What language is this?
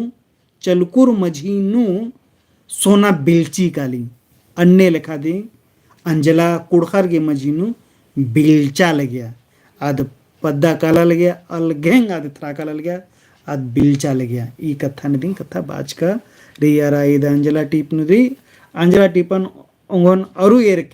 Kurukh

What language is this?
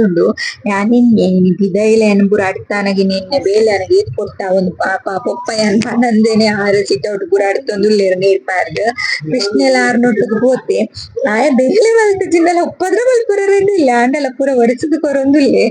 Tulu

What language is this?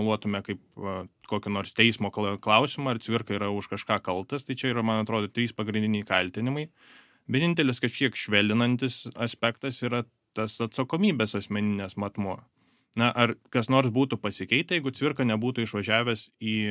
Lithuanian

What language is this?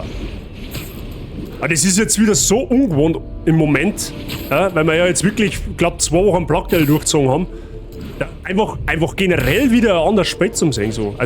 Bavarian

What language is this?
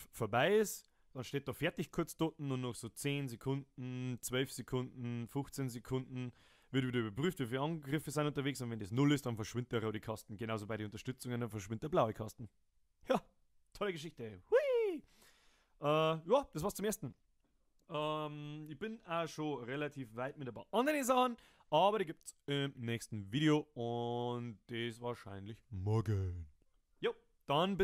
Bavarian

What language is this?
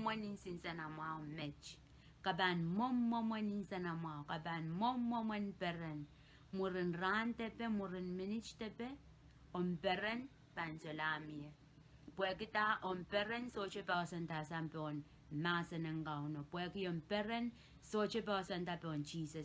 Pohnpeian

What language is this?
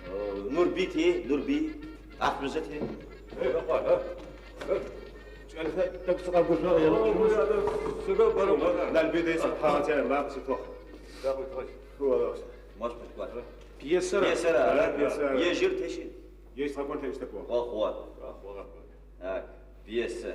Adyghe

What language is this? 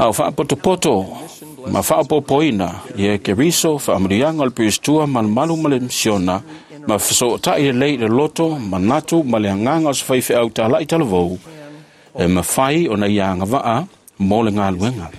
Samoan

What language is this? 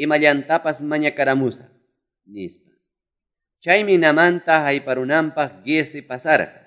Quechua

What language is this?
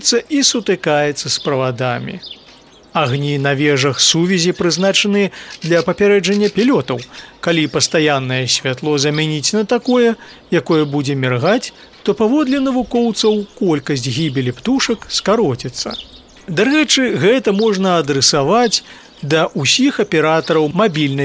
Belarusian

